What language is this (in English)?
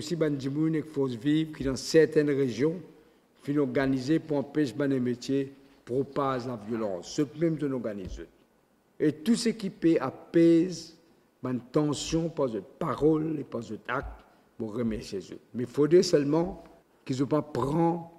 Morisyen